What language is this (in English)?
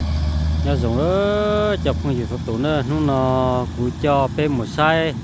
Hmong